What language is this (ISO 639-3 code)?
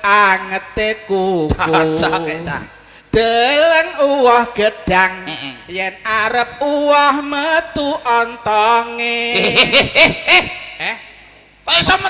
jav